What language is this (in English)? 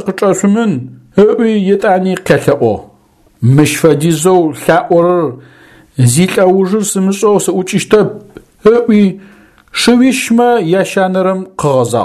Adyghe